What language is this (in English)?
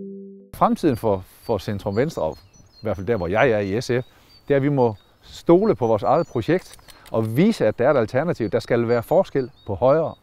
Danish